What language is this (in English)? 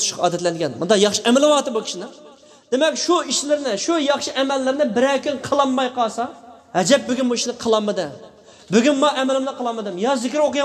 Uyghur